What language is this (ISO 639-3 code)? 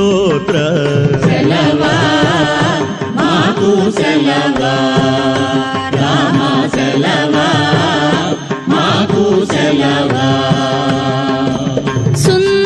tel